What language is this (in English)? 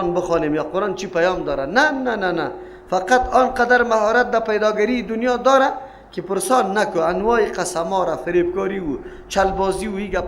Persian